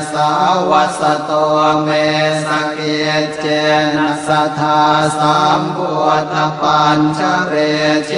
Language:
Pali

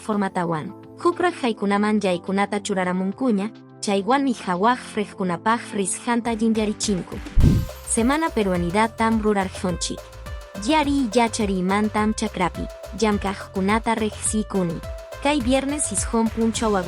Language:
Quechua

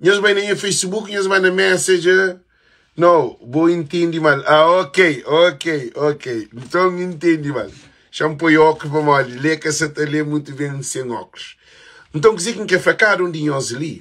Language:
Kabuverdianu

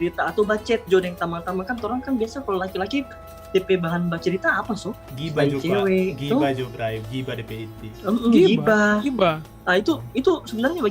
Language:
Manado Malay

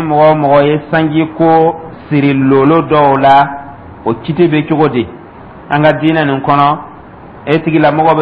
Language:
Dyula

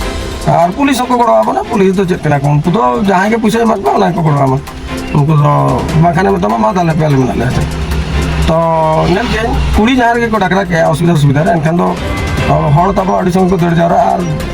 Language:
Santali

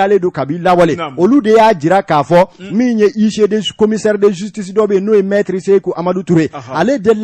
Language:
Bambara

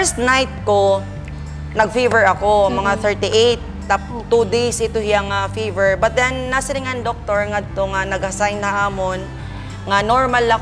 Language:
Waray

